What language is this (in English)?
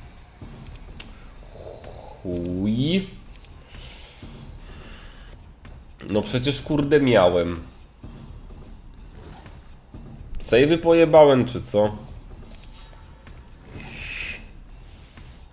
Polish